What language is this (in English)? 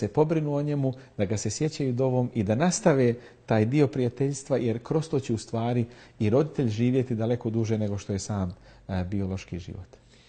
Bosnian